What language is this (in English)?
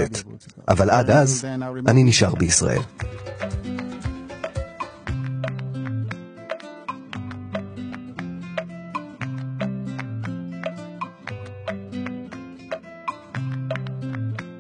Hebrew